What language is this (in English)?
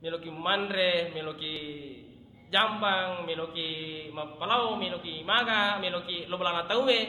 Buginese